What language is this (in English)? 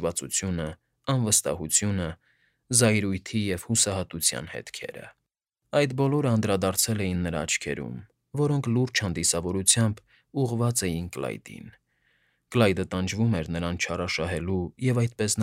Armenian